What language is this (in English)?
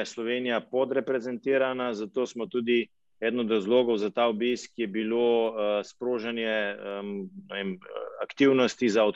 Slovenian